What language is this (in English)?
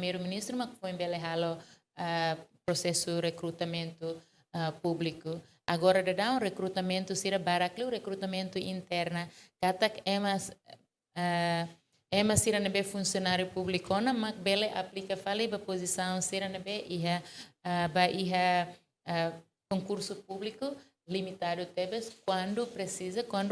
Tetum